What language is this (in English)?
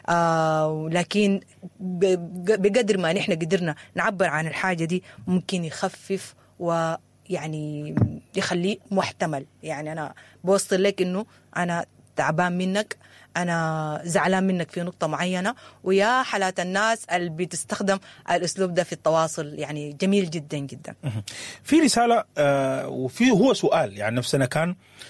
Sudanese Arabic